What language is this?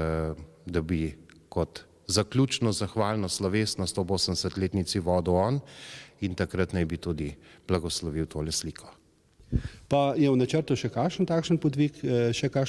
Slovenian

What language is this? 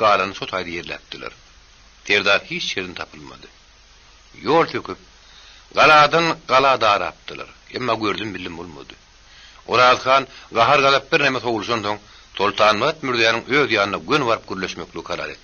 Turkmen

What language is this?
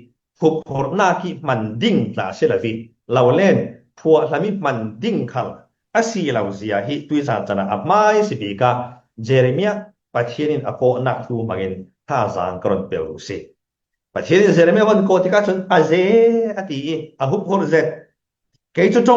Falam Chin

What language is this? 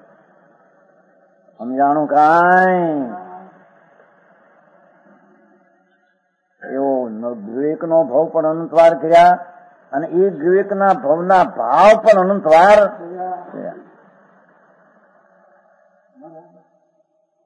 Gujarati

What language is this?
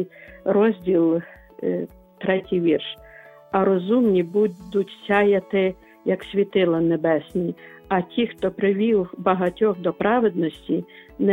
Ukrainian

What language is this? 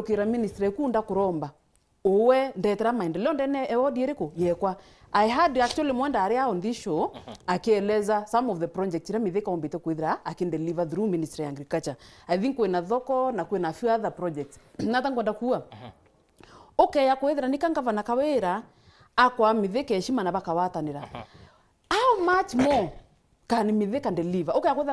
Meru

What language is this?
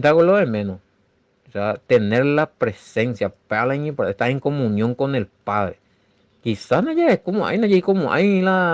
Guarani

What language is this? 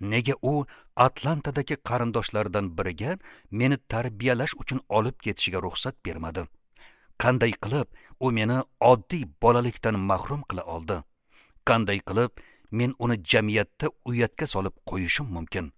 Uzbek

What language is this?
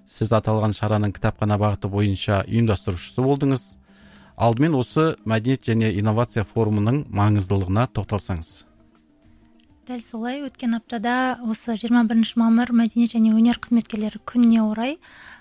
Kazakh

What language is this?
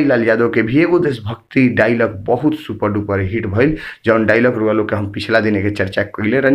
Bhojpuri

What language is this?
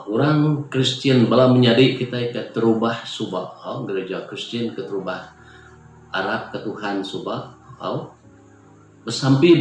Iban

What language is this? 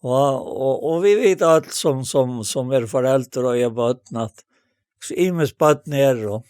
Faroese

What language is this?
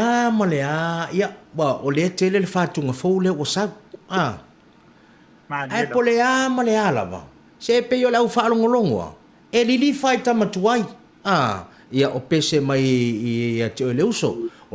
Samoan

